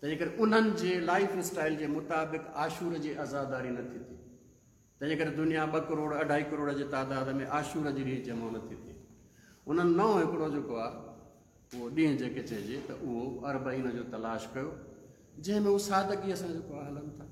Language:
Sindhi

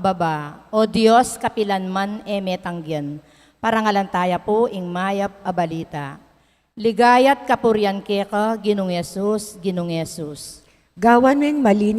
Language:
Pampanga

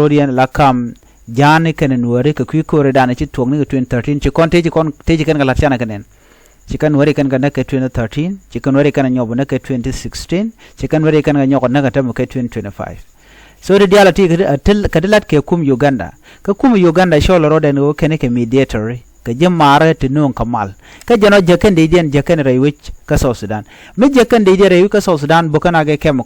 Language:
Nuer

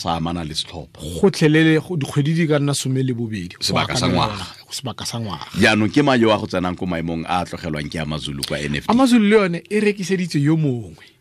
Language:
Tswana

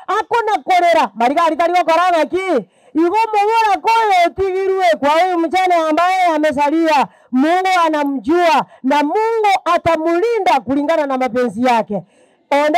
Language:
Gusii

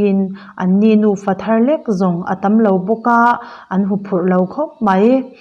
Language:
Mizo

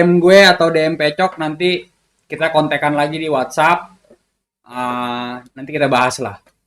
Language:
Betawi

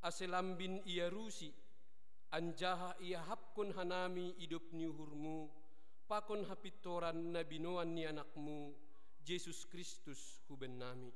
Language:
Batak Simalungun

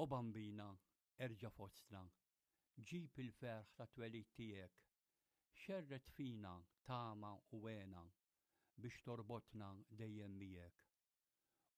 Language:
Maltese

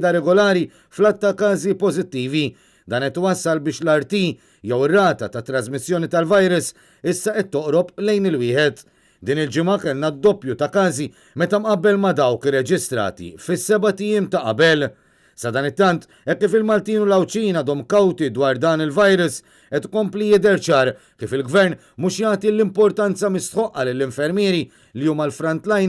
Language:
Maltese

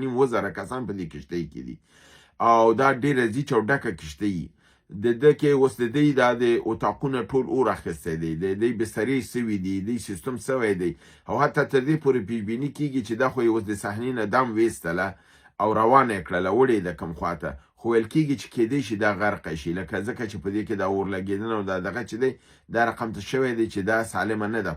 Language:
Pashto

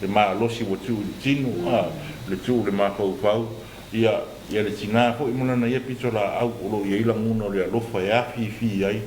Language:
Samoan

